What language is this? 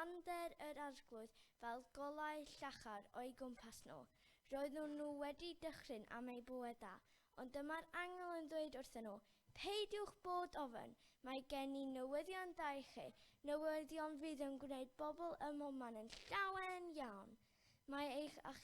Welsh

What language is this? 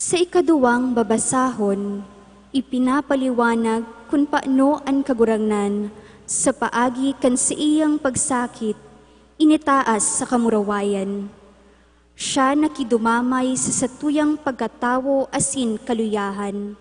Bikol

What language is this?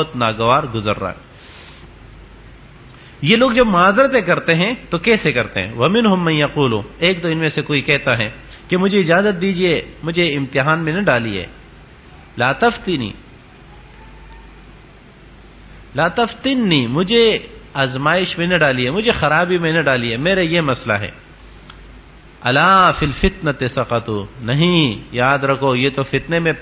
Urdu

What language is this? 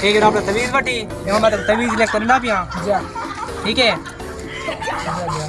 Saraiki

